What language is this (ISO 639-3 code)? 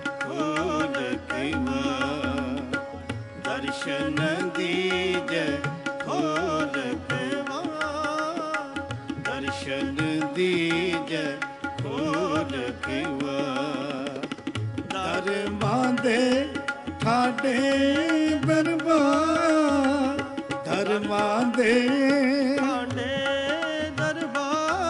pan